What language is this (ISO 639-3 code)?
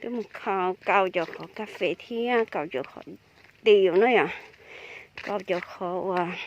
hmn